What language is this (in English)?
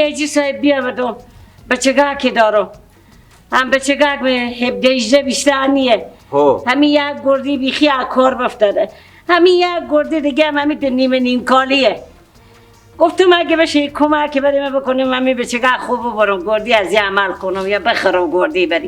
Persian